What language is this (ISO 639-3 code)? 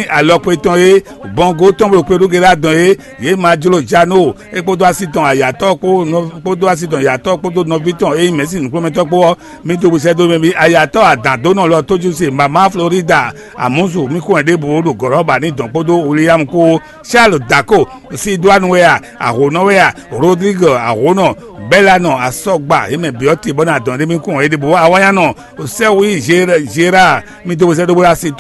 fon